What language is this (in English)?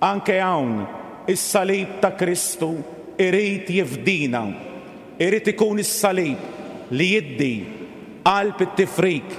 Maltese